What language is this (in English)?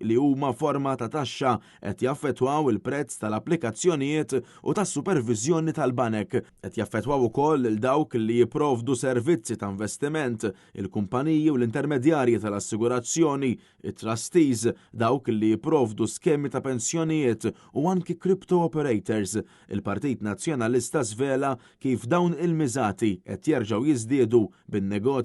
Maltese